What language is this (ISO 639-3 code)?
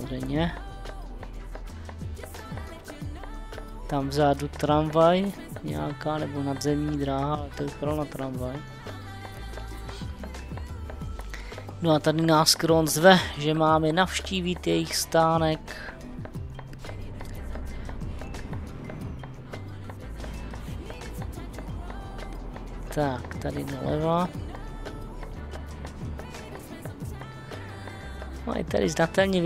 ces